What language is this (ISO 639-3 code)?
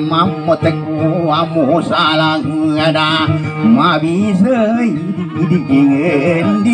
ind